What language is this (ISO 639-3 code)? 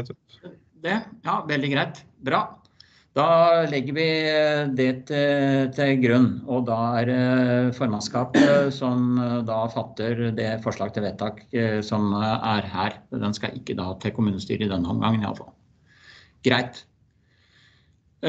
nor